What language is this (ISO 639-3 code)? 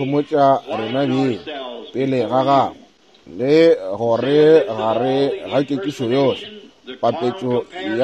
nso